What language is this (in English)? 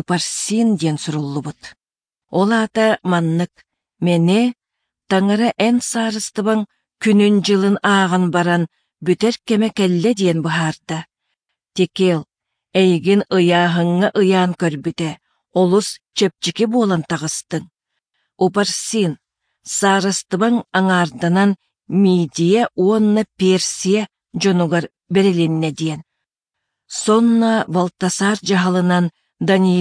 Yakut